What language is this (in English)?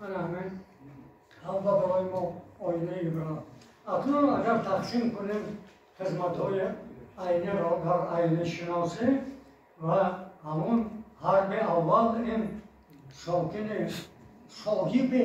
Tajik